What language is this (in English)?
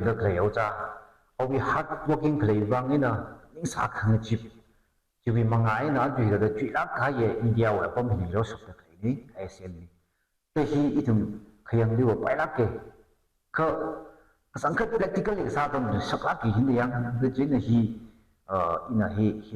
Tangkhul Naga (India)